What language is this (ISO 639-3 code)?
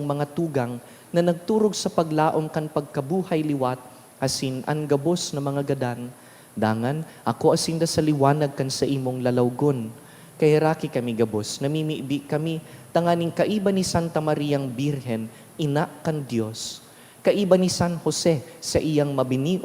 bik